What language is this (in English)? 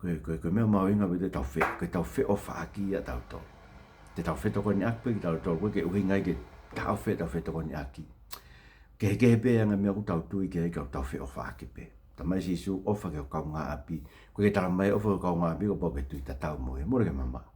Tongan